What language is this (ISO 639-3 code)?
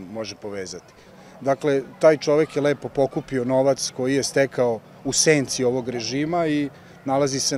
srp